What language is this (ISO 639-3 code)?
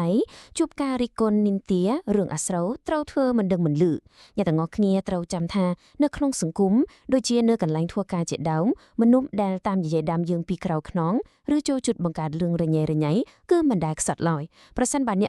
khm